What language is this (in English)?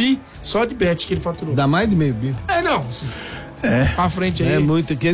Portuguese